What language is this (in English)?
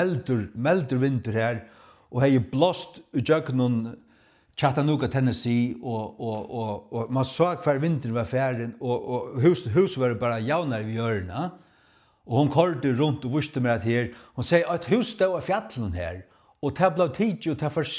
Faroese